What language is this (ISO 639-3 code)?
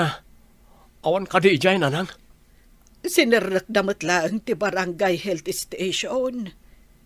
ilo